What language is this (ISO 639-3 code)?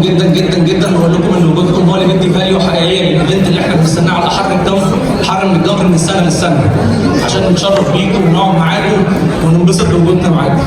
arz